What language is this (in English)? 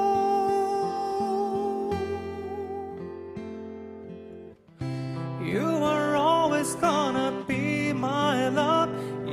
Japanese